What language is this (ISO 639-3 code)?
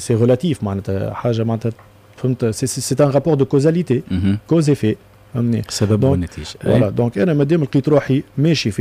aeb